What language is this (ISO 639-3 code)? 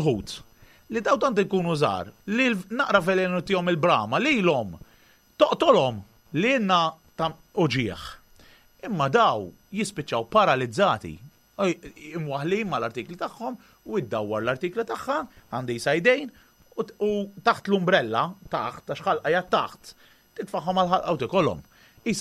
mlt